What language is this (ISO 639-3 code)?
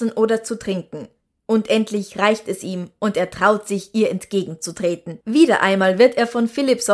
deu